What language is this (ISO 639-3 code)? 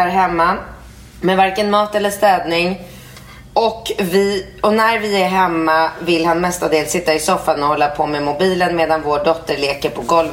swe